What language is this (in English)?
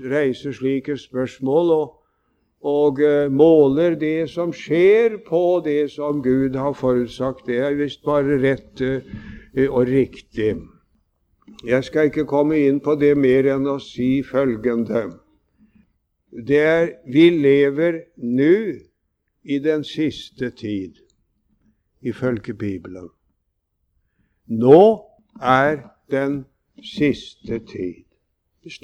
Norwegian